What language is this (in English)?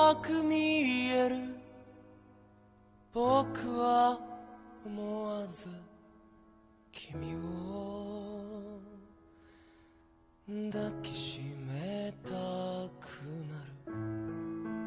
Japanese